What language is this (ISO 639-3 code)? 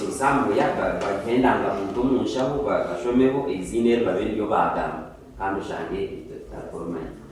nyn